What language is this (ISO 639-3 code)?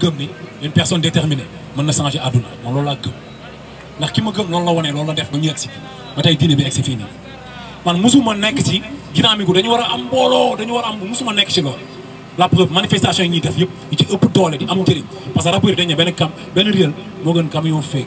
wol